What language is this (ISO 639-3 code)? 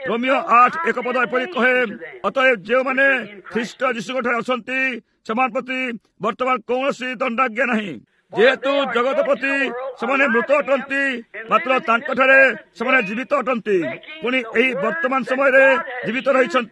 ori